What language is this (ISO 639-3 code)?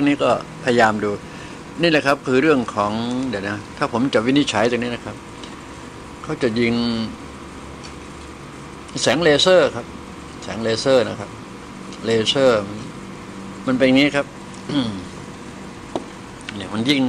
tha